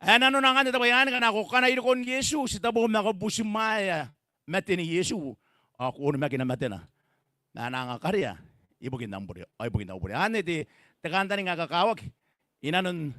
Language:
Gilbertese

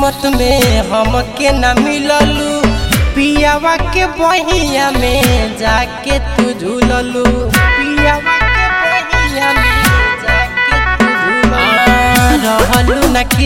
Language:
Bhojpuri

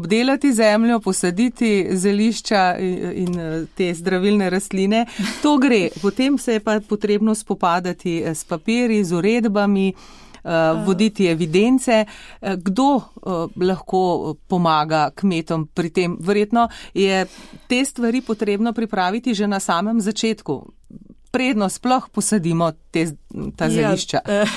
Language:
Slovenian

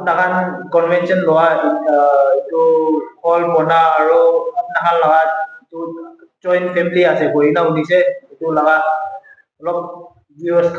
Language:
Naga Pidgin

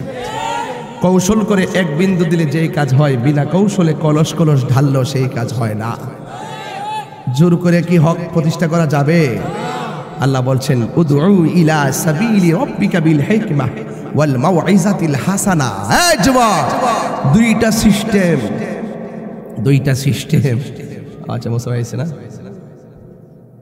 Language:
Bangla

